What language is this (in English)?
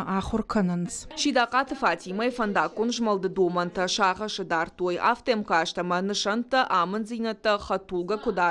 Ossetic